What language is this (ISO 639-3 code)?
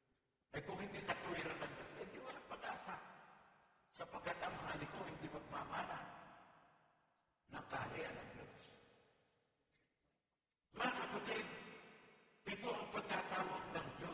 fil